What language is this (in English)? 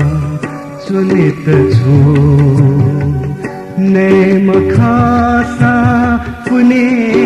Newari